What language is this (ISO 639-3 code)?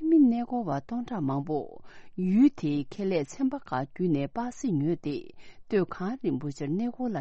bod